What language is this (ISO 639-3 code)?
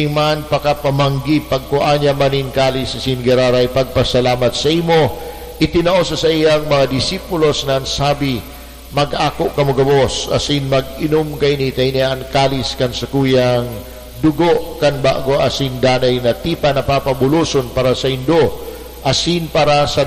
bik